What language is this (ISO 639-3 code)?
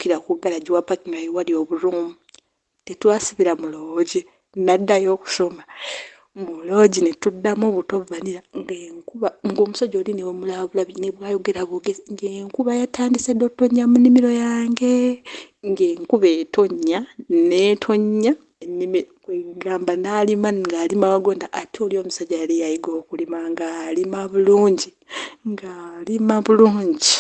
lug